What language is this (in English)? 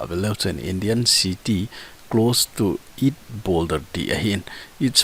Thado Chin